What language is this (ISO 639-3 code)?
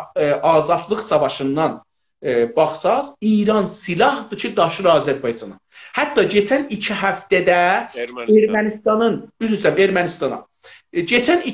azb